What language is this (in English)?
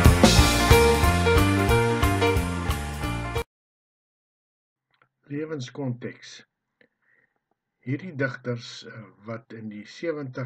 Afrikaans